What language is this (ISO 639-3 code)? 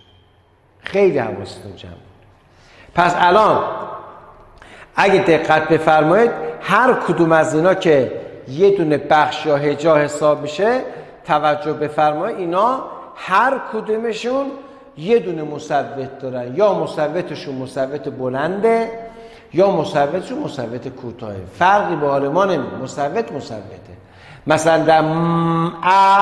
fas